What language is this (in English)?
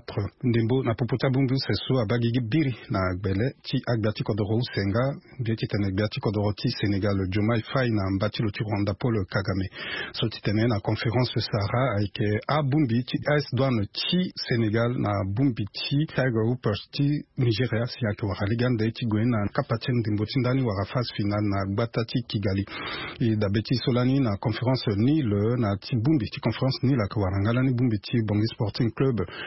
Sango